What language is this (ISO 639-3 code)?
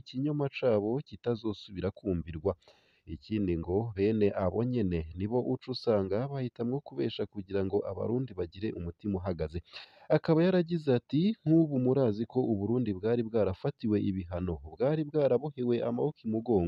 run